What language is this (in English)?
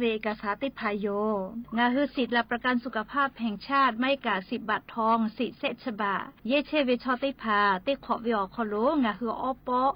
Lahu